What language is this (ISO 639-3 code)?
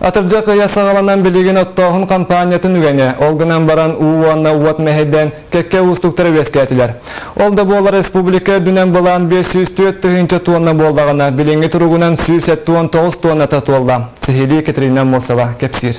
sah